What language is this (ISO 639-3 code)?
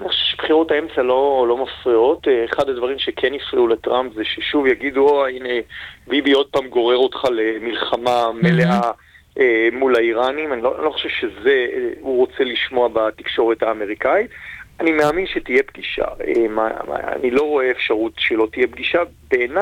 heb